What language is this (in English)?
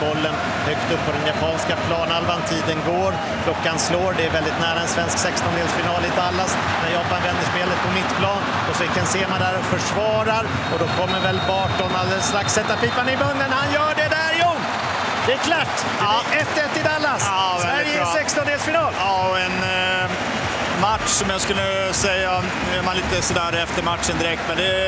Swedish